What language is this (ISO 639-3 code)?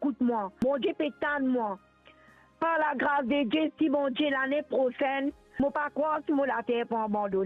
mfe